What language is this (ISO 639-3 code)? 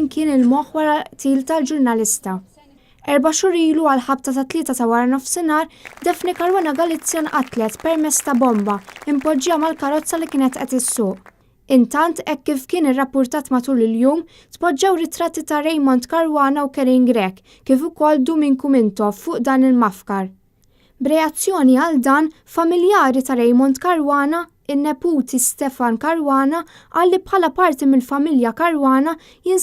mlt